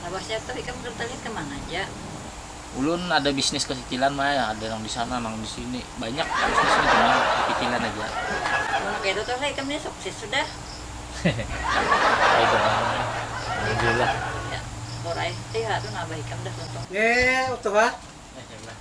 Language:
Banjar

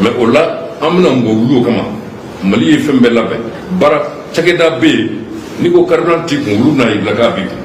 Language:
Bambara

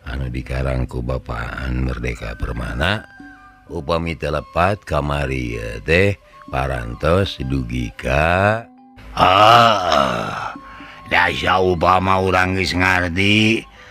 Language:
Sundanese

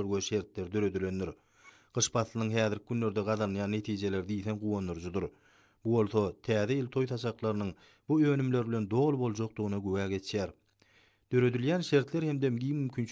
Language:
Turkmen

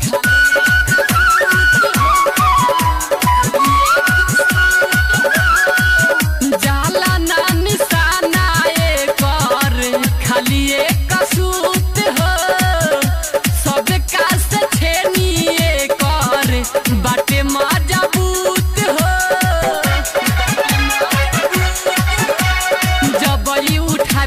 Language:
Bhojpuri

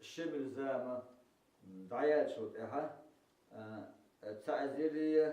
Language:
Chechen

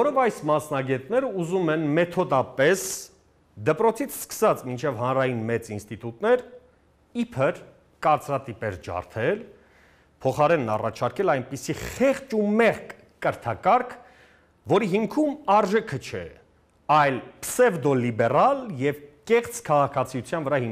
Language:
Armenian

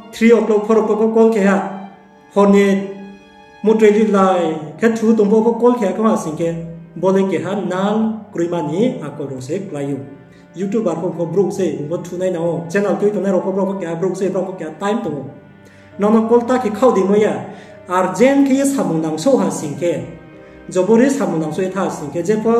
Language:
Riang (India)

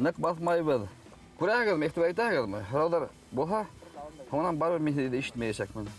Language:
Bashkir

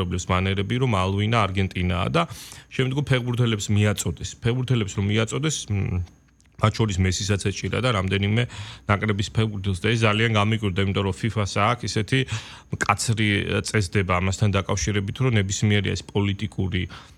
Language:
Georgian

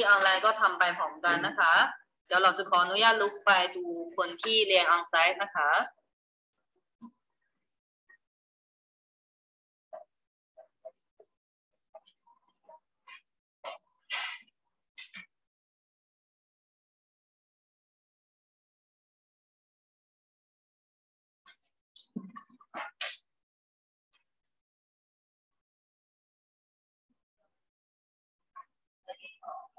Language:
Thai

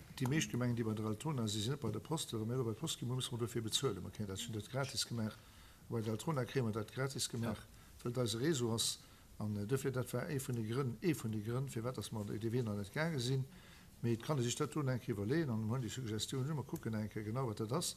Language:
Luxembourgish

